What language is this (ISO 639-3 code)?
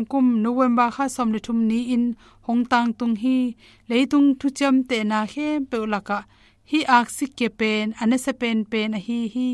ctd